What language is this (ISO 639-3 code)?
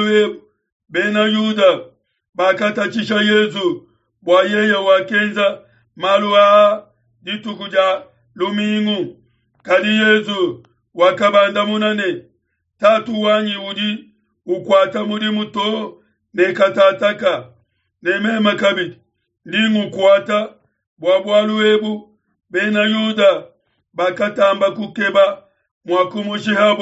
lua